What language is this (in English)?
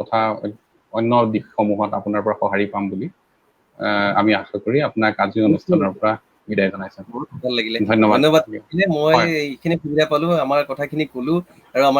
Assamese